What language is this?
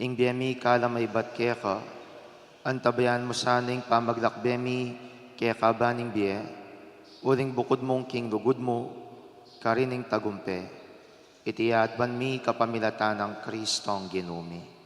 Pampanga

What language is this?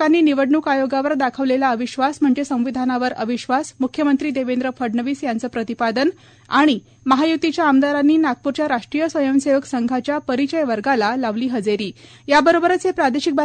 Marathi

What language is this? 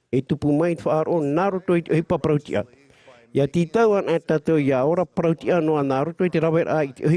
Tahitian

